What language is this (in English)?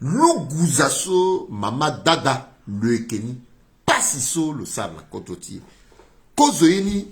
Sango